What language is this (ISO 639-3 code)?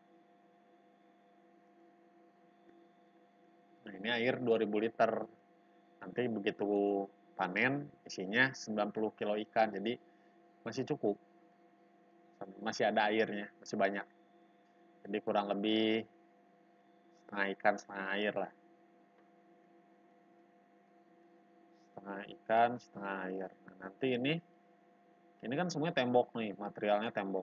ind